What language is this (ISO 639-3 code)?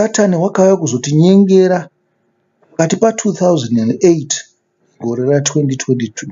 sna